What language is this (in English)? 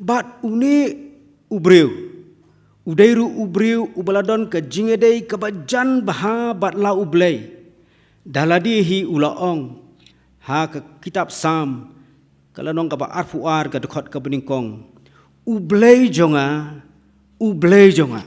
Khasi